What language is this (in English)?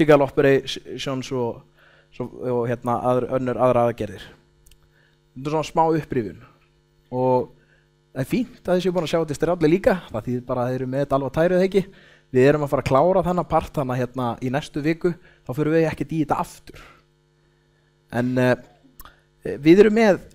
Icelandic